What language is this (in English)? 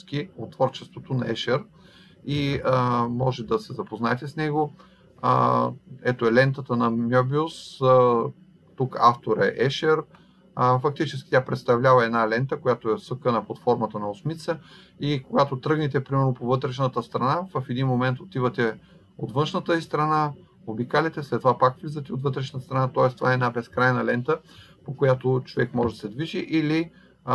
Bulgarian